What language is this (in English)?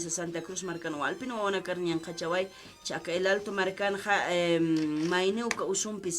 Aymara